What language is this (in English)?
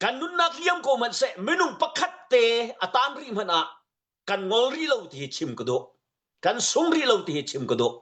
Hakha Chin